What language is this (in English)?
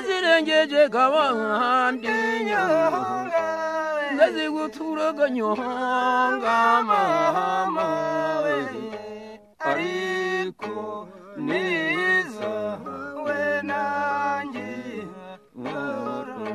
Kinyarwanda